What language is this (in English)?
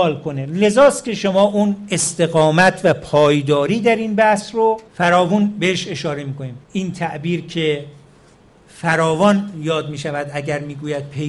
Persian